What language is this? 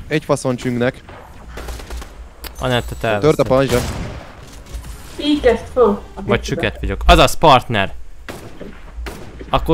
Hungarian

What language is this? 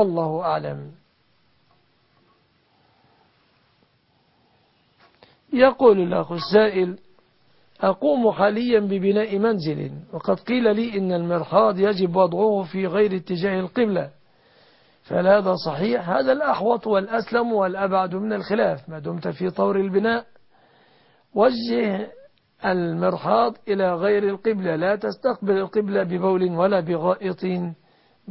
Arabic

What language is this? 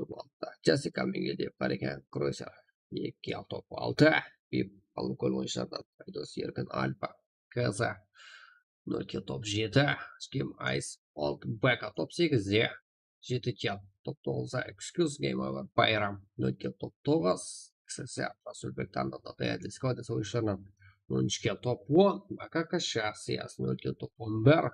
Kara-Kalpak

